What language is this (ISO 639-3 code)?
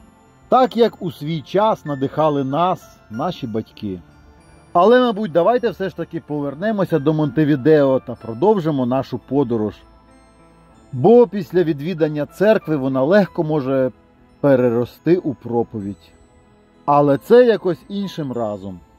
ukr